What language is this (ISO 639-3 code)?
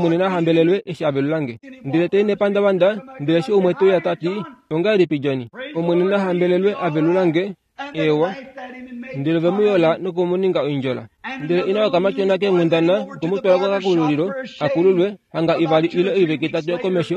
kua